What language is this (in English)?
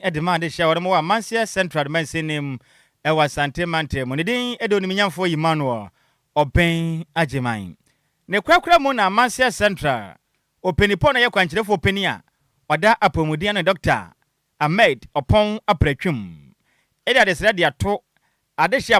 Akan